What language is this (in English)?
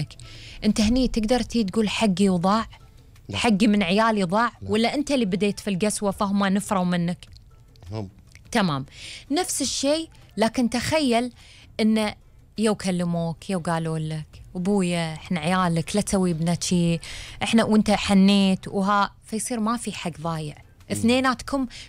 Gulf Arabic